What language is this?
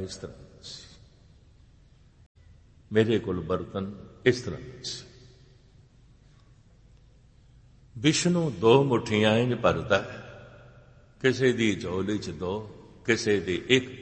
Punjabi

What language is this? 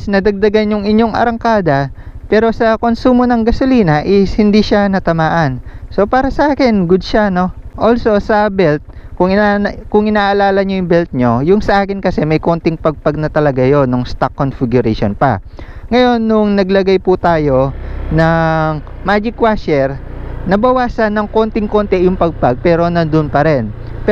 Filipino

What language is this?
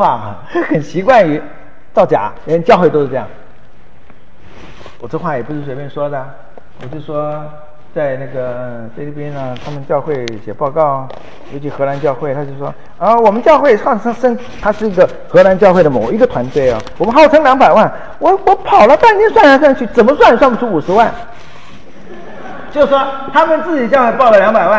Chinese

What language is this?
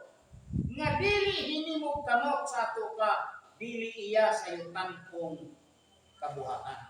Cebuano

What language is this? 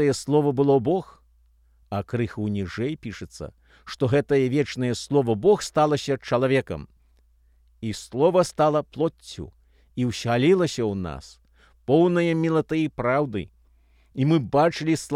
Belarusian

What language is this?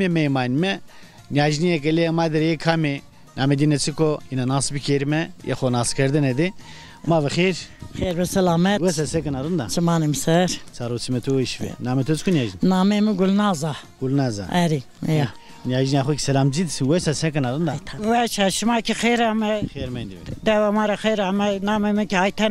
Zaza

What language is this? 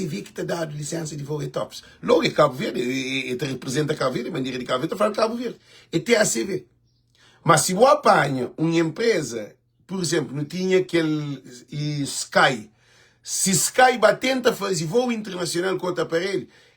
Kabuverdianu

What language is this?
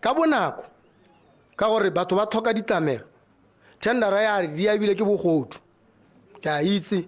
Tswana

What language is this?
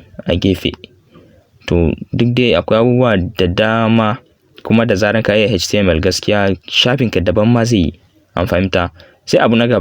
Hausa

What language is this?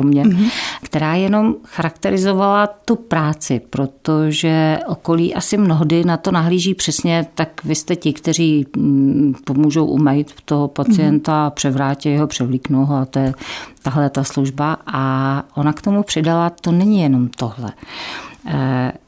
Czech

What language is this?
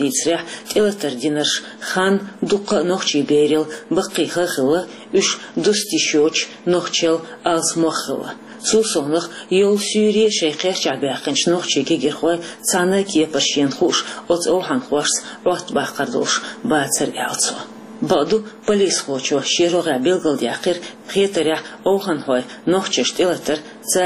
Chechen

